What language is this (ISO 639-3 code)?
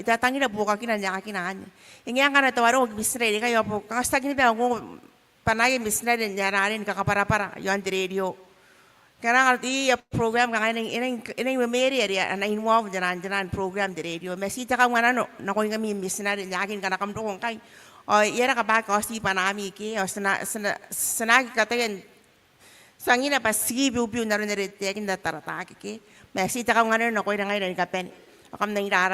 gil